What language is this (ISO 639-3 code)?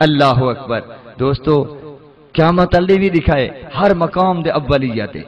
skr